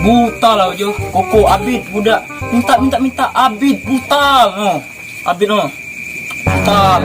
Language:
Musi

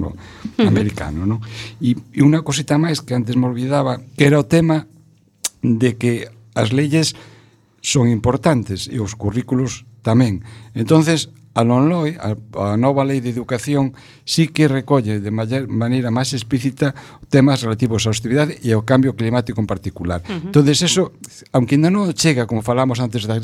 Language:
Galician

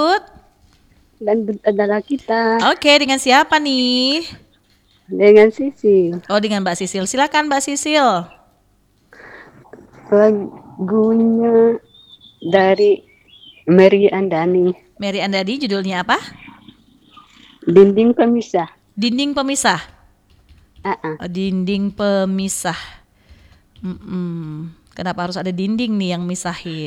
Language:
Indonesian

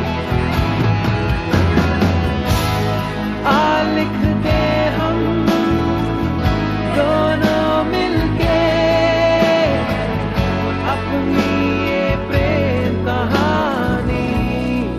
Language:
Hindi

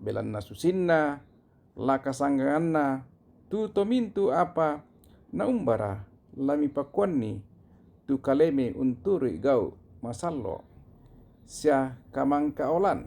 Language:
Toraja-Sa'dan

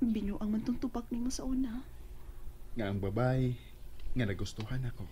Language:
Cebuano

